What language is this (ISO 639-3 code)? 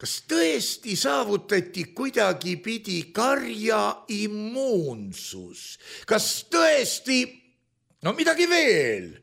est